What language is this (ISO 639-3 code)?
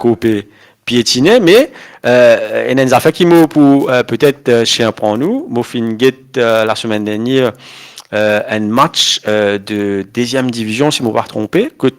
mfe